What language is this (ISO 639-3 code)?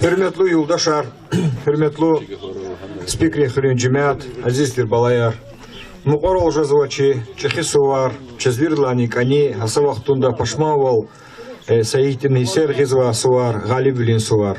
lez